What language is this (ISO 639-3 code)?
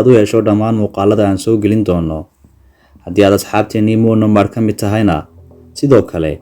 som